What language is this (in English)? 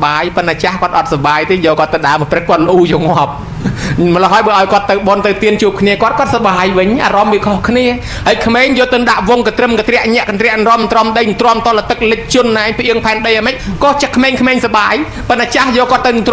Khmer